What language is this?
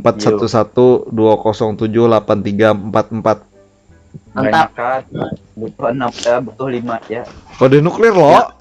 Banjar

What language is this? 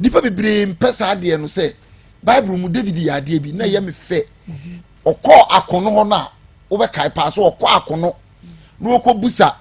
Akan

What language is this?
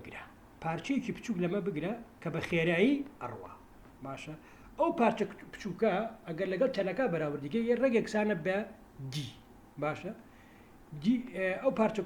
Central Kurdish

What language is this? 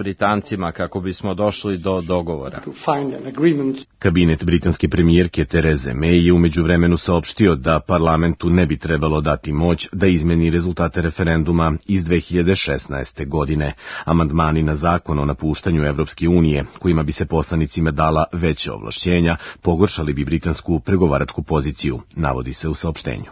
Serbian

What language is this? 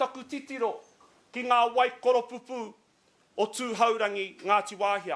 Māori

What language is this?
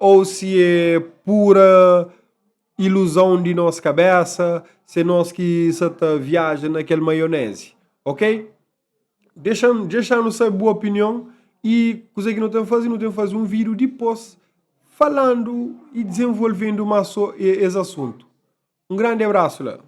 Kabuverdianu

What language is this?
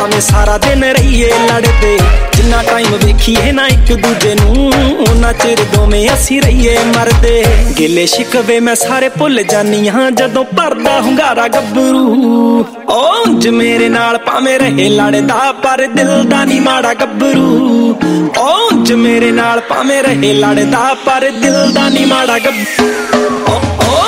Punjabi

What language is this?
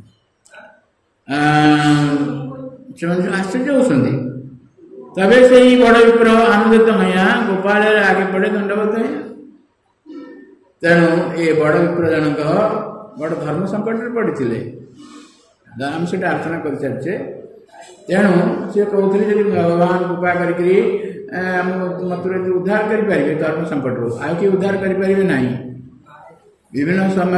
Odia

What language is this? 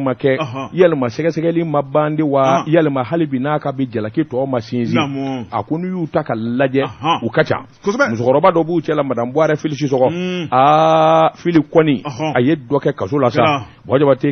Bambara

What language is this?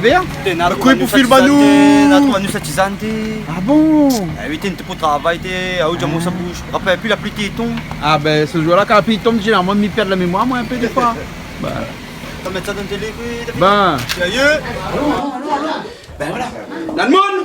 Réunion Creole French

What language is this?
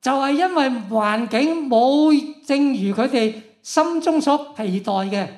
Cantonese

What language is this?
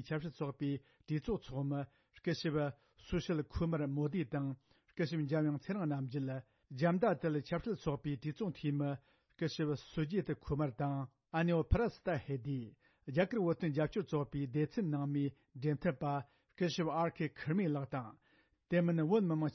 Tibetan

